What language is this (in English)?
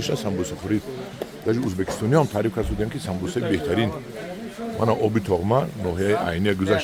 Tajik